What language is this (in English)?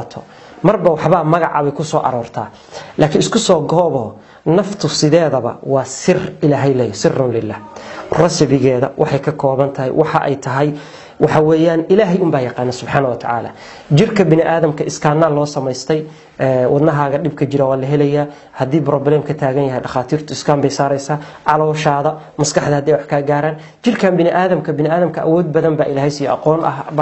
Somali